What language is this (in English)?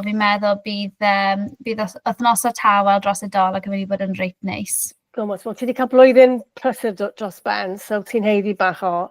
Welsh